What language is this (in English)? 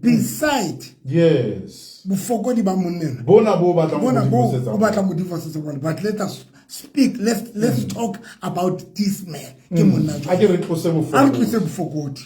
Southern Sotho